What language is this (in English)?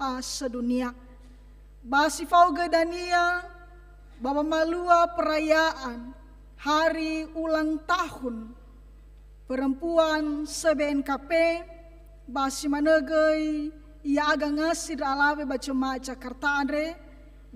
Nias